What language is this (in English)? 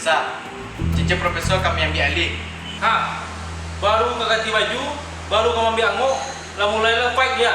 Minangkabau